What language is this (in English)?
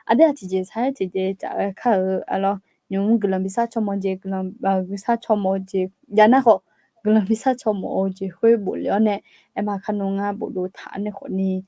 Akha